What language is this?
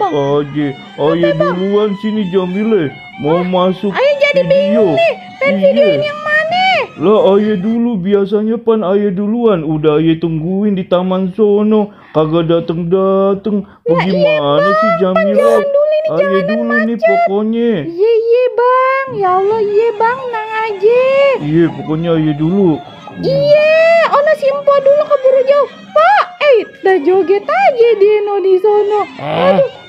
Betawi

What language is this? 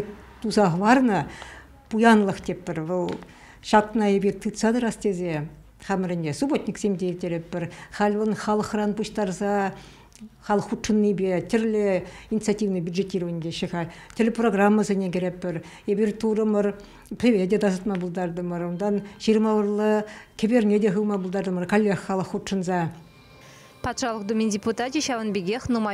Chuvash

